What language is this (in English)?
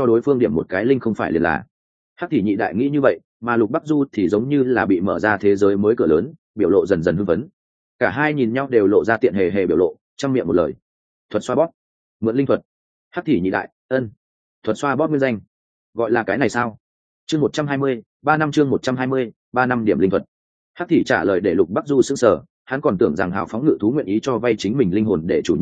Vietnamese